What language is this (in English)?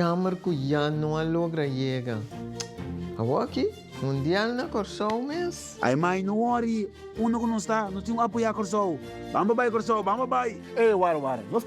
Papiamento